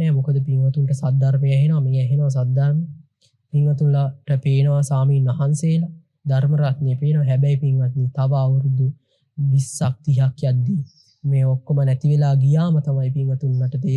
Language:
Sinhala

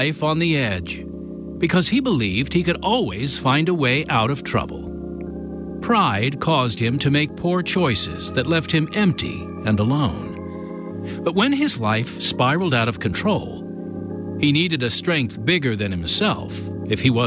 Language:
English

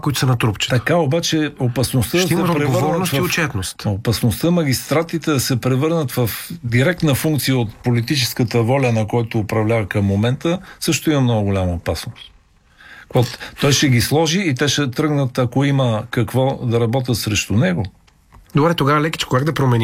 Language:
Bulgarian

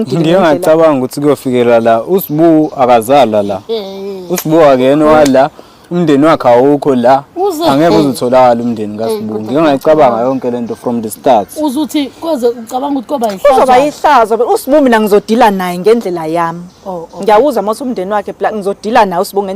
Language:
Zulu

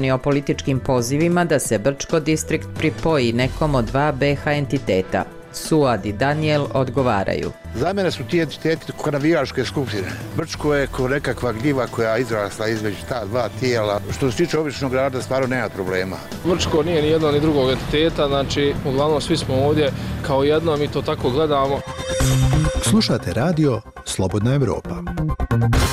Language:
Bosnian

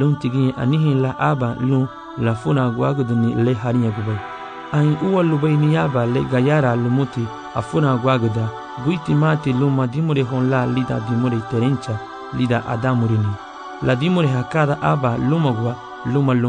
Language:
Garifuna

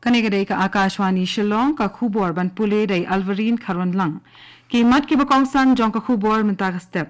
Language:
Khasi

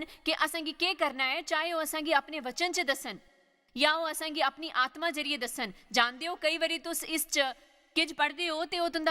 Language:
Dogri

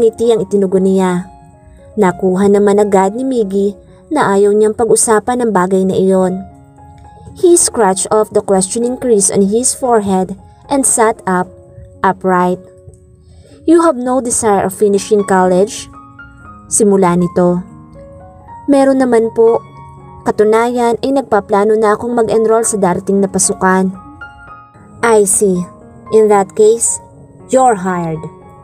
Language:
Filipino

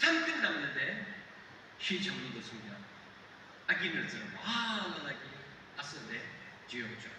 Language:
Yimchungru Naga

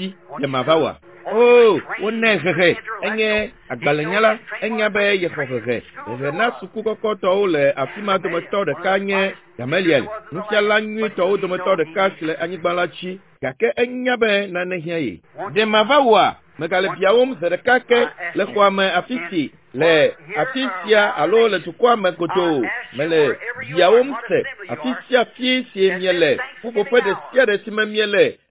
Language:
Ewe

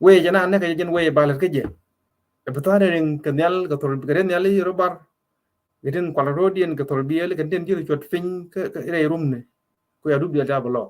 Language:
Nuer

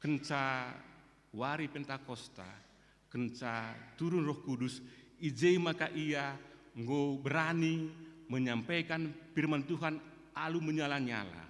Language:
Batak Karo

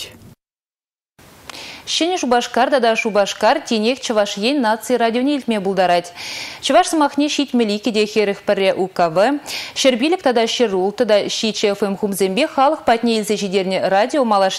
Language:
Chuvash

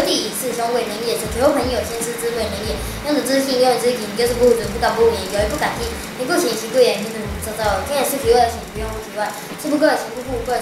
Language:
Literary Chinese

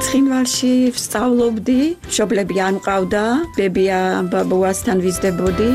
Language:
Georgian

